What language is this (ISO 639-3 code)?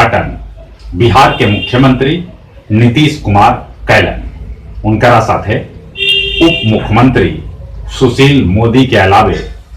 mag